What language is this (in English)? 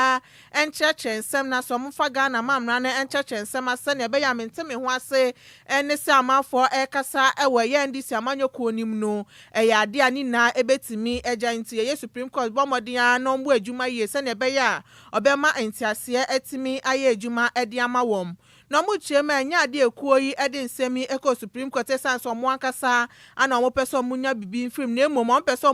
Akan